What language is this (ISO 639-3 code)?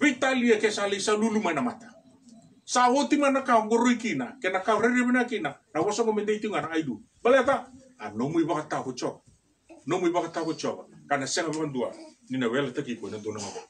fij